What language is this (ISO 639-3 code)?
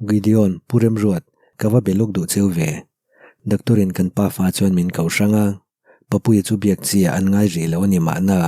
lus